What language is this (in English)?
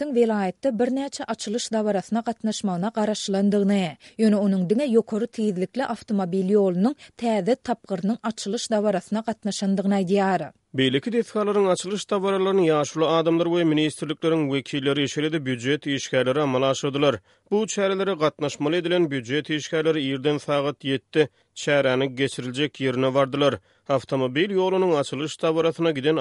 Turkmen